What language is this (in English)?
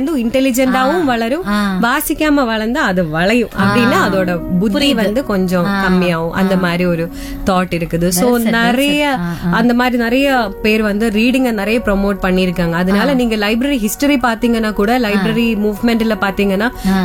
Tamil